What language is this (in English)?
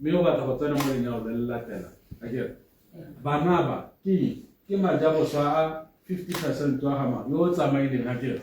Tswana